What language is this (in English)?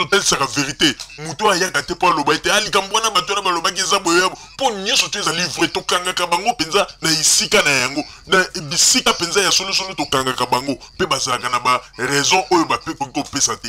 Lingala